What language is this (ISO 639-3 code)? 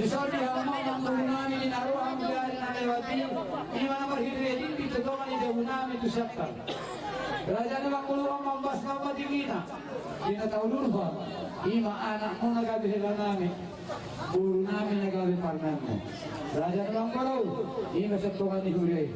bbc